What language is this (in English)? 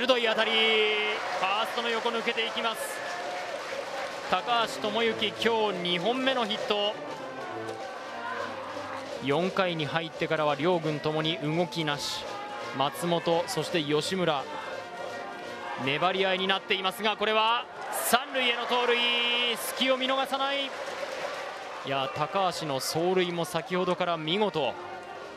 Japanese